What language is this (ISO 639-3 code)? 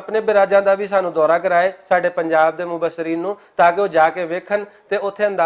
lah